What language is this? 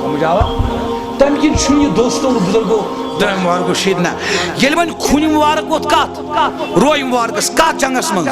Kashmiri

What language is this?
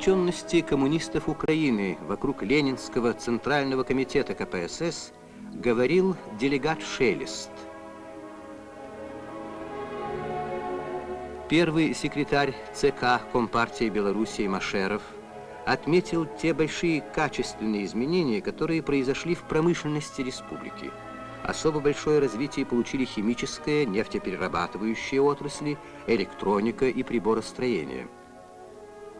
Russian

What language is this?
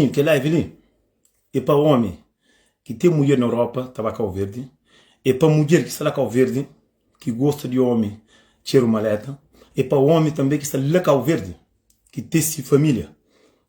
Kabuverdianu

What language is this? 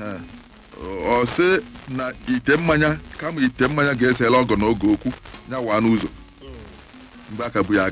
Igbo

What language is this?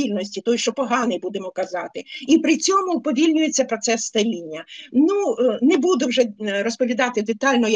Ukrainian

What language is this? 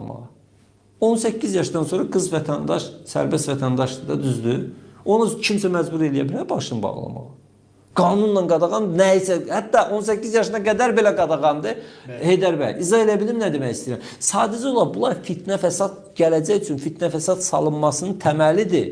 Azerbaijani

